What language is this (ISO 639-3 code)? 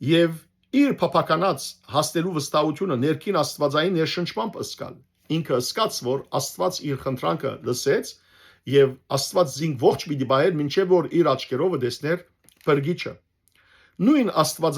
hyw